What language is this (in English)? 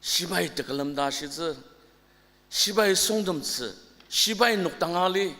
Ao Naga